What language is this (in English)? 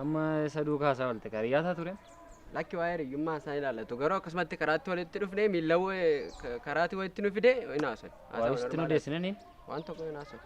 Oromo